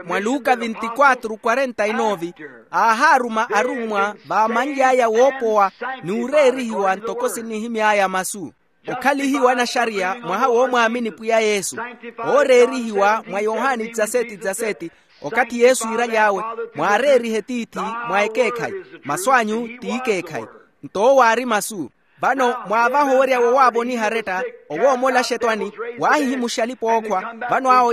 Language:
Makhuwa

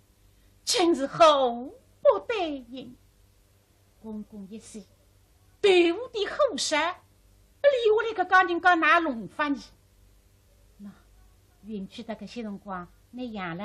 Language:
Wu Chinese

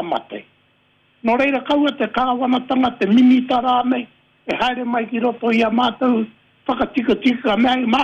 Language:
Māori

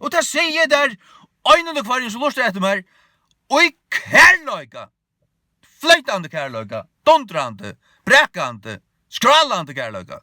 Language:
Faroese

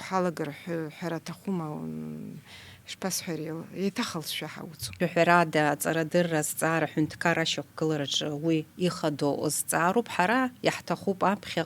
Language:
Abkhazian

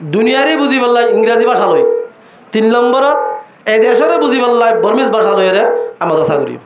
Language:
Rohingya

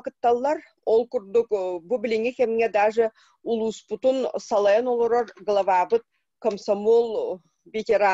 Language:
Yakut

